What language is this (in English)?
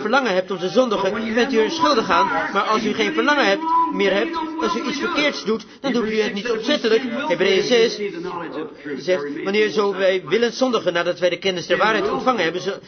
Dutch